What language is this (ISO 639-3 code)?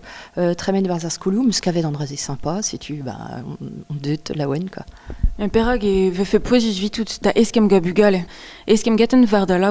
bre